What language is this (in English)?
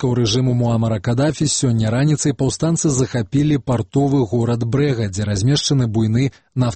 Belarusian